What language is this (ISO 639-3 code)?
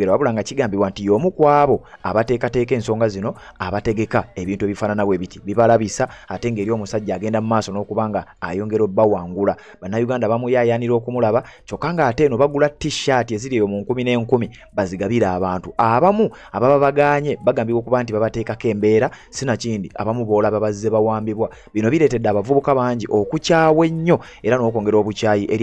lug